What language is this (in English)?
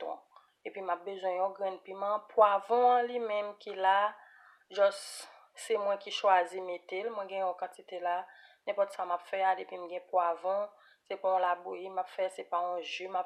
Haitian Creole